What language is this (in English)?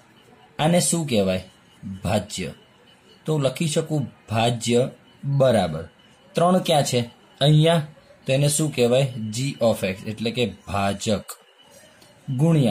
Gujarati